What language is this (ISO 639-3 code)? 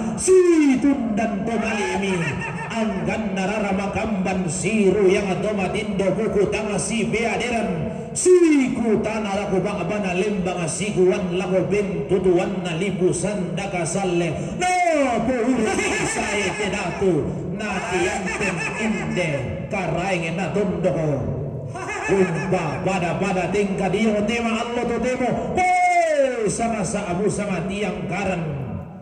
sda